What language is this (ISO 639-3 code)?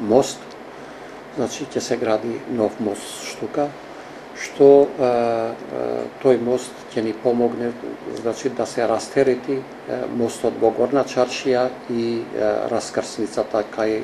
mkd